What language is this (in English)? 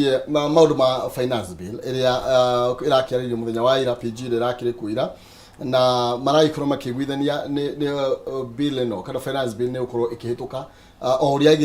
Kikuyu